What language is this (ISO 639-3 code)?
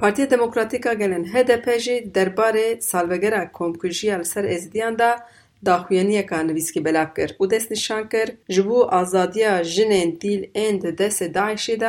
kur